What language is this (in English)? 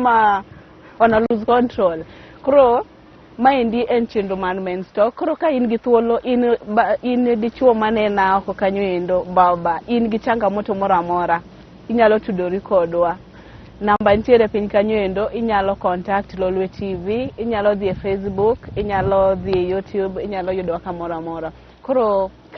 Luo (Kenya and Tanzania)